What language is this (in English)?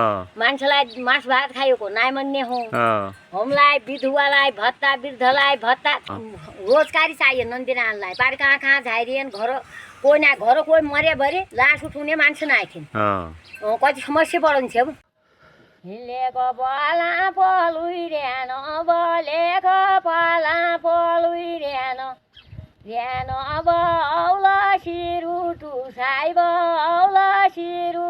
Nepali